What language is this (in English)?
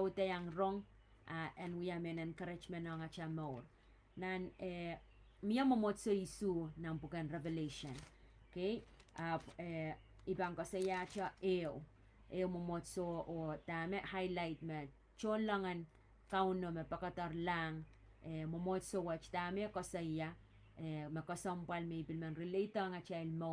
Pohnpeian